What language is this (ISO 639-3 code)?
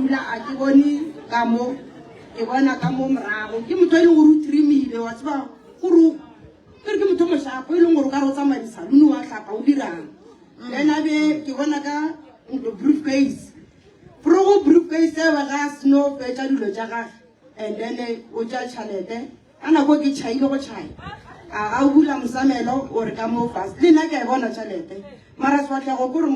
nso